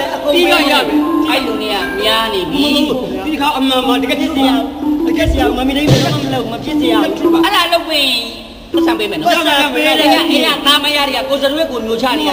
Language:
Burmese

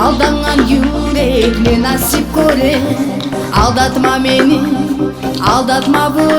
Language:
Kumyk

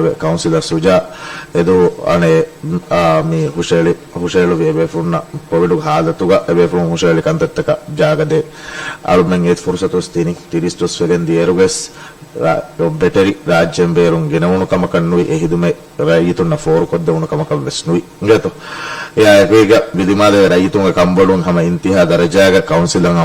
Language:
Divehi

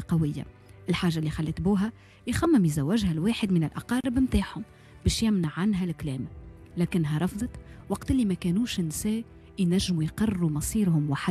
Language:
Tunisian Arabic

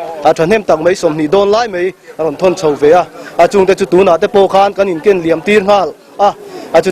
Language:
Mizo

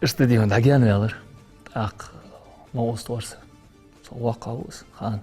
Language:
Ingush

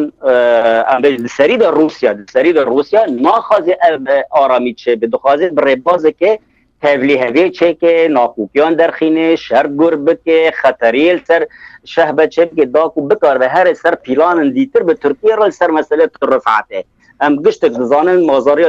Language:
Kurdish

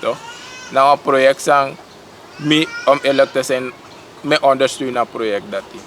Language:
Sranan Tongo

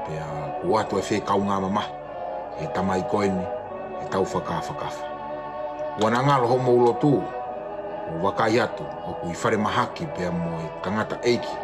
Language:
Tongan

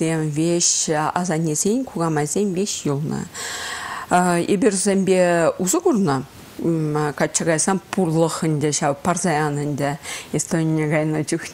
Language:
Chuvash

